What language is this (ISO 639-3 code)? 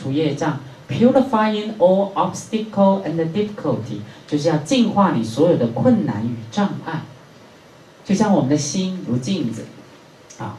zho